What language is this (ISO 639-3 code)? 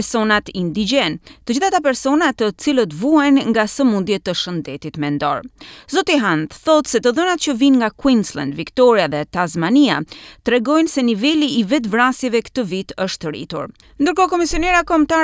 sqi